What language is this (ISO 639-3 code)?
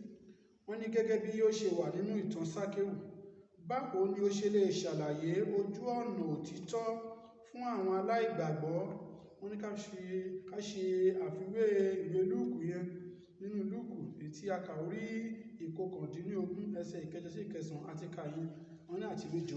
yor